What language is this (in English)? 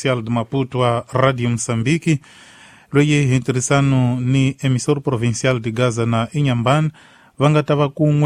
Tsonga